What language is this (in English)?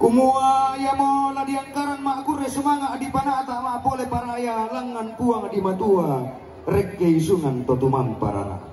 Toraja-Sa'dan